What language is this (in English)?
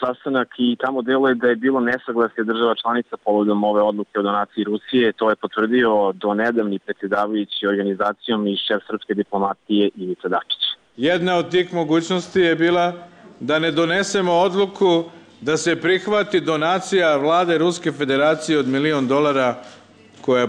Serbian